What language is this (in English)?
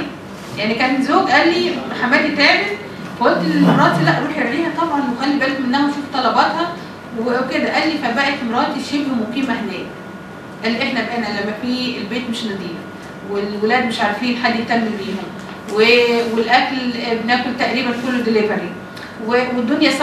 Egyptian Arabic